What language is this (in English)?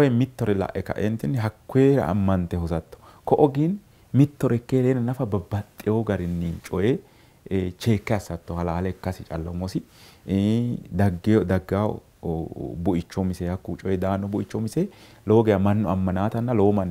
Sidamo